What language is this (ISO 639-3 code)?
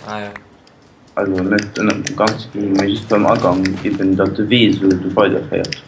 ltz